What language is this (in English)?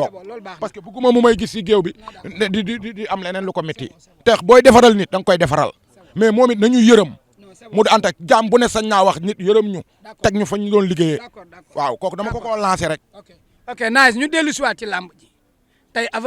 Wolof